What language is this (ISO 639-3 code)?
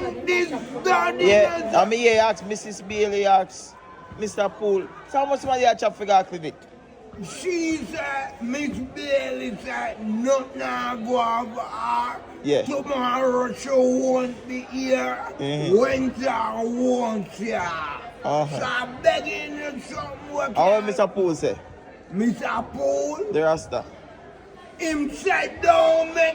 jam